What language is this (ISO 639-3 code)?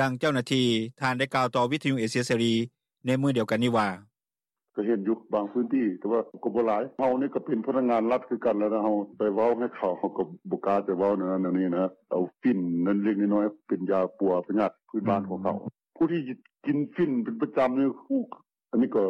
lao